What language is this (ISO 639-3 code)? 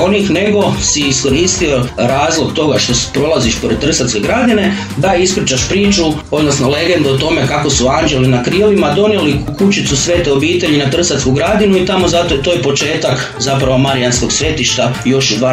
hrv